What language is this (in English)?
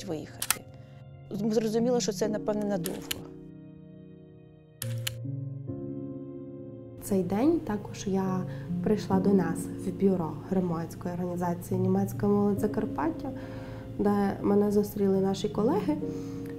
Ukrainian